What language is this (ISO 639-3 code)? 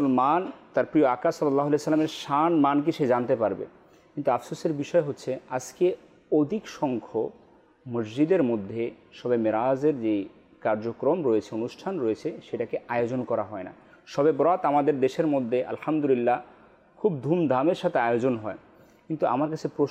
ben